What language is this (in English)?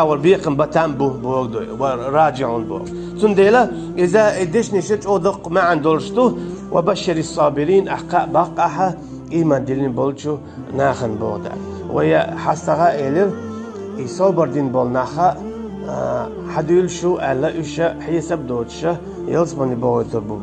Chechen